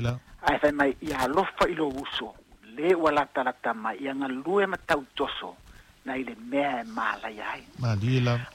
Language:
Samoan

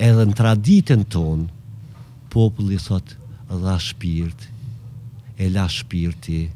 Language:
Albanian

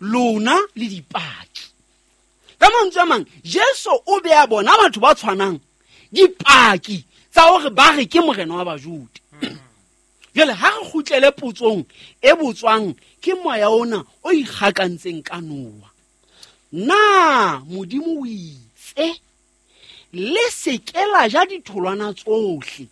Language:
Southern Sotho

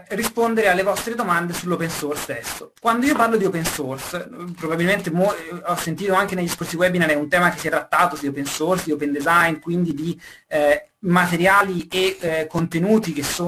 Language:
Italian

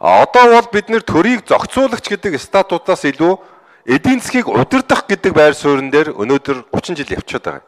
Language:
Mongolian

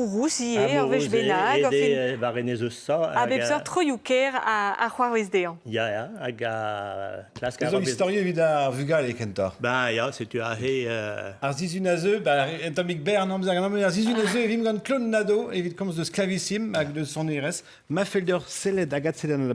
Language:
Breton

